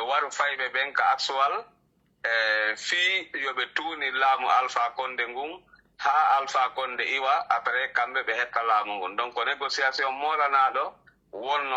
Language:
Pular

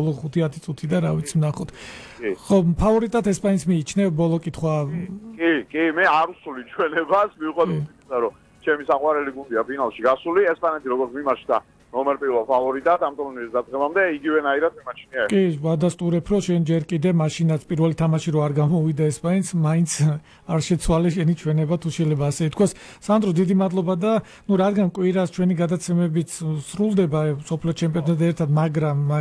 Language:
Georgian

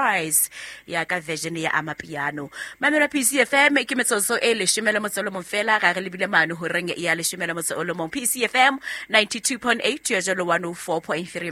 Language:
Southern Sotho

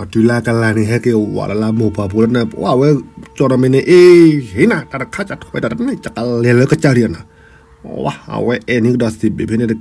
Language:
S'gaw Karen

